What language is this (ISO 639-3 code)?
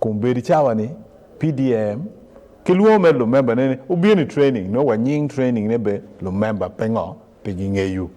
ach